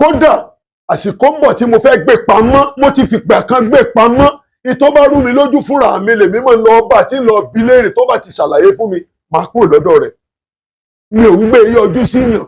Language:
Yoruba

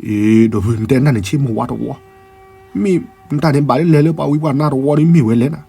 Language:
S'gaw Karen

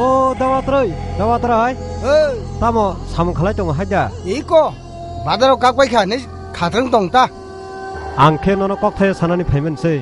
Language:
Kok Borok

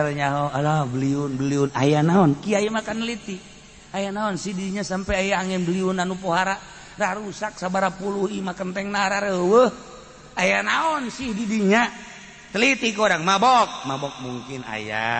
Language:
Sundanese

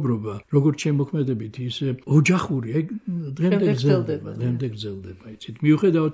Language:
Georgian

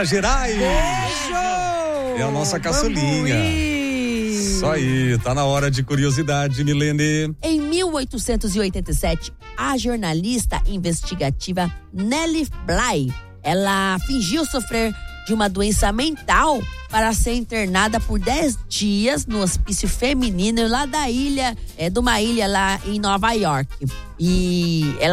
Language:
Portuguese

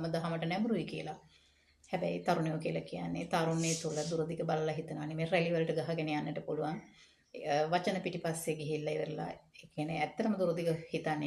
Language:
Sinhala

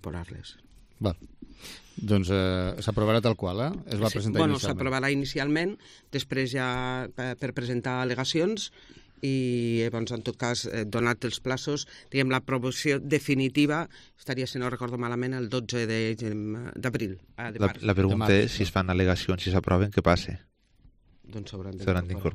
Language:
Catalan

